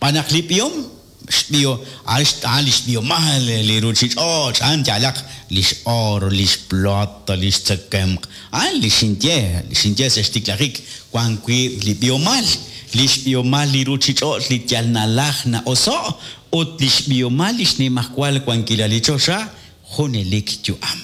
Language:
Kekchí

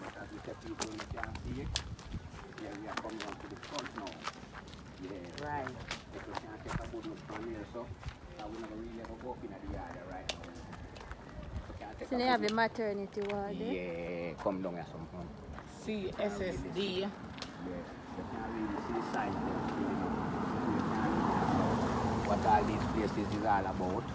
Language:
Jamaican Creole English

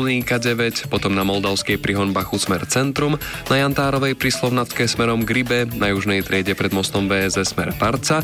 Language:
Slovak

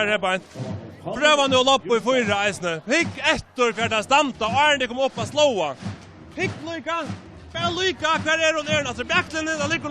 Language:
Faroese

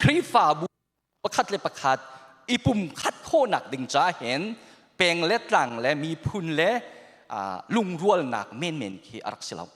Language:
Hakha Chin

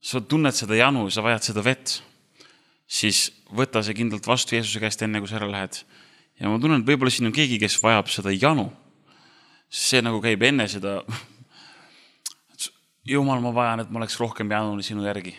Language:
Estonian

